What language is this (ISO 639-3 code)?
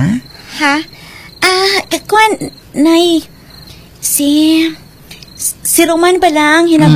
hil